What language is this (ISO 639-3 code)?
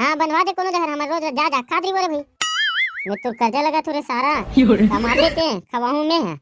hne